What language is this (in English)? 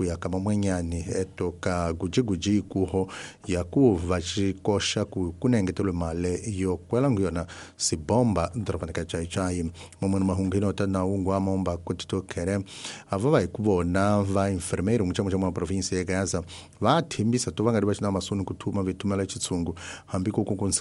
Tsonga